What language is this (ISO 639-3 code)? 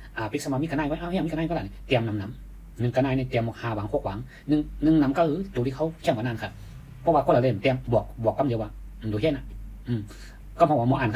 shn